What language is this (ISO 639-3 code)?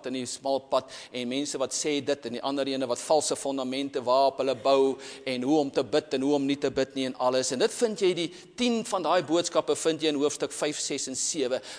afr